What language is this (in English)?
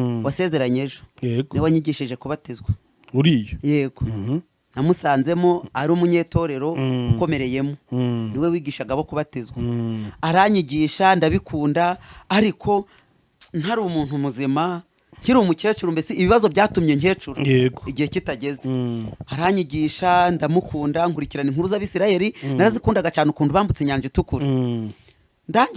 Kinyarwanda